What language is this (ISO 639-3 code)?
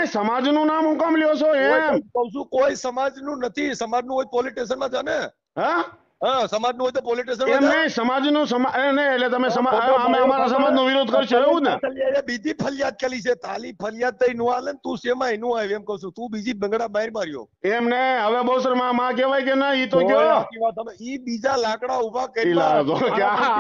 guj